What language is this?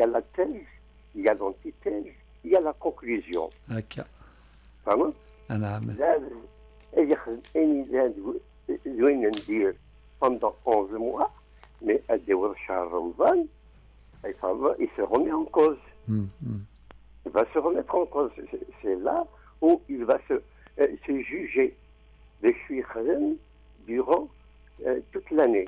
Kabyle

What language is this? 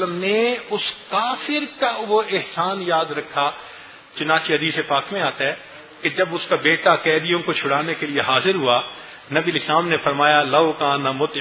Urdu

